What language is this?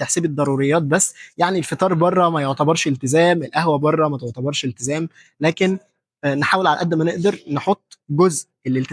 Egyptian Arabic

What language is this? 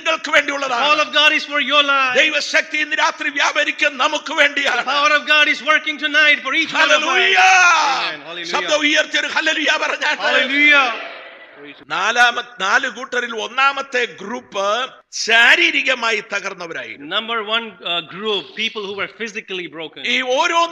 Malayalam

